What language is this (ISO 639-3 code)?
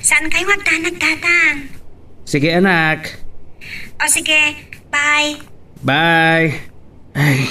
ilo